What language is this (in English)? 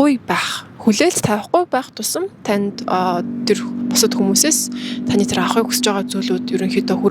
Mongolian